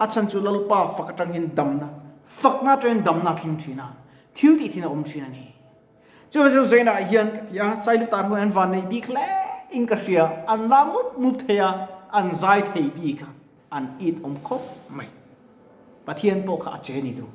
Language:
Mizo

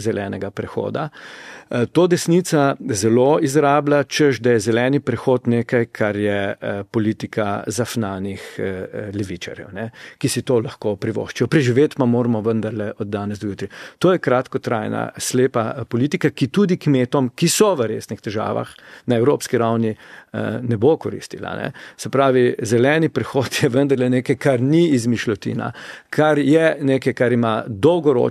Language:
Slovenian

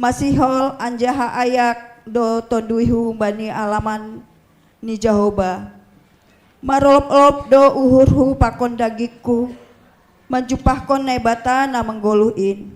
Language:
Batak Simalungun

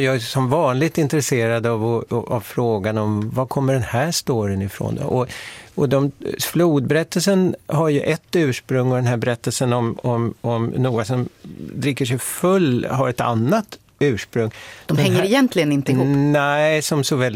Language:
Swedish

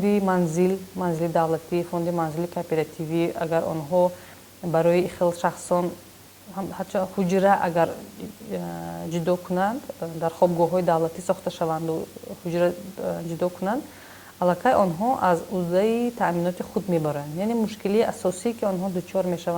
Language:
Tajik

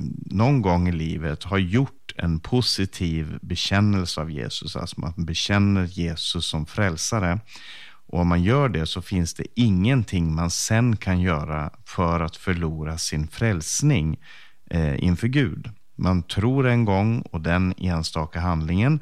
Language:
Swedish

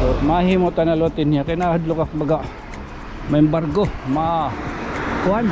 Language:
Waray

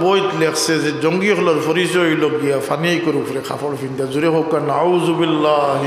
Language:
Sylheti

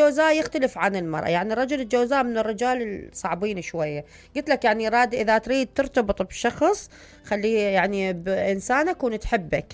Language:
Mesopotamian Arabic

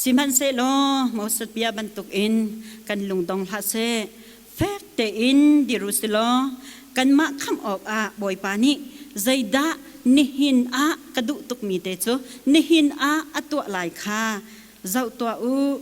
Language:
Hakha Chin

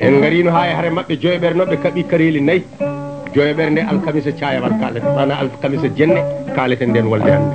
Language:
Fula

